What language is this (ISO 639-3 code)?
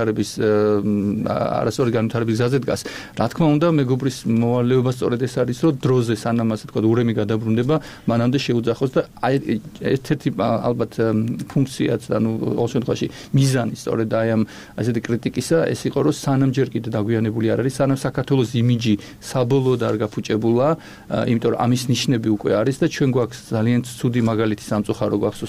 kat